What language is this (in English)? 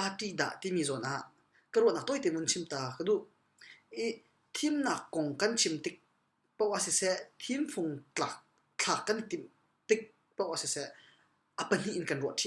Hakha Chin